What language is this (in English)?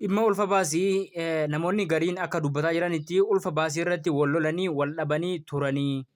Oromo